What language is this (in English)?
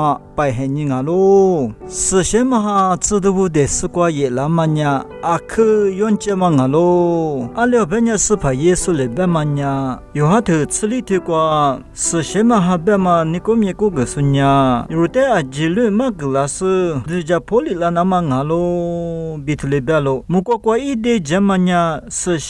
Lisu